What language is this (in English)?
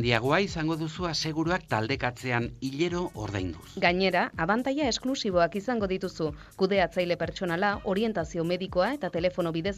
Basque